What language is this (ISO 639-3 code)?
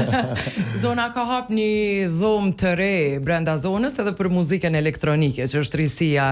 sqi